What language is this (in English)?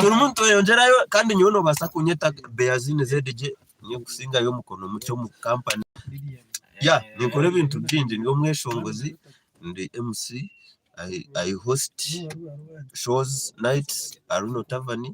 Nyankole